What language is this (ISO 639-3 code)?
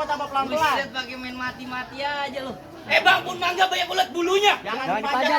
bew